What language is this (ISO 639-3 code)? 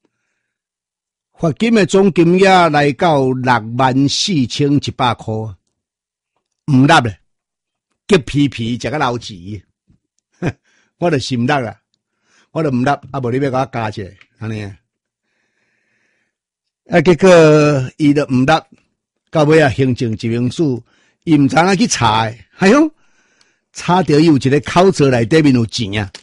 nan